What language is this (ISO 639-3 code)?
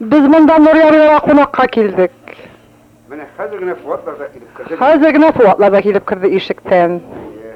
tat